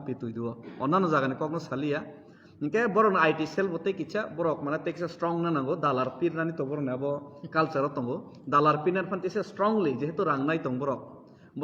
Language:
Kok Borok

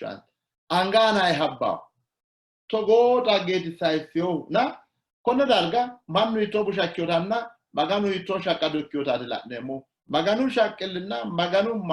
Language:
Sidamo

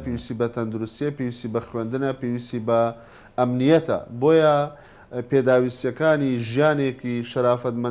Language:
Central Kurdish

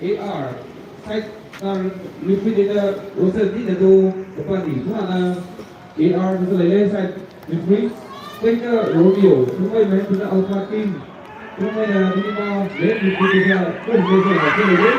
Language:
Maram Naga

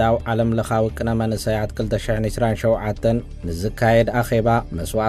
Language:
Tigrinya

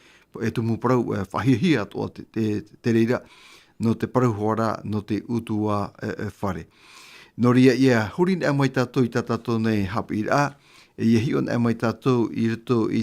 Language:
Tahitian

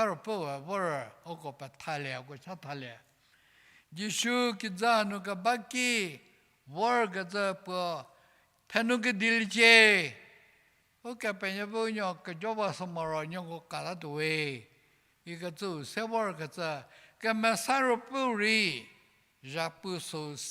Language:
Angami Naga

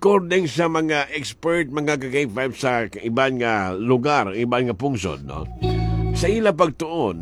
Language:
Hiligaynon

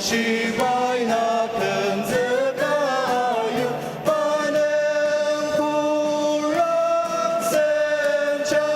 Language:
Ao Naga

